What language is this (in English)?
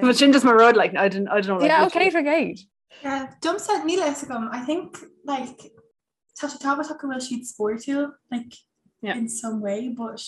Irish